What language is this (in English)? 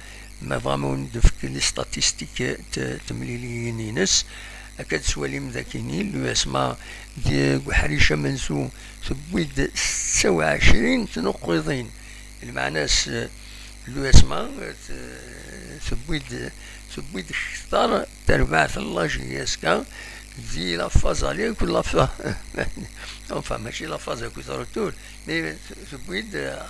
Kabyle